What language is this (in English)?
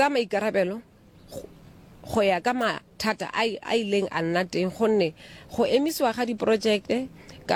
Tswana